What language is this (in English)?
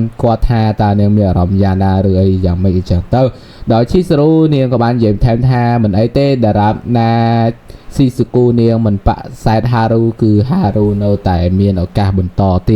Khmer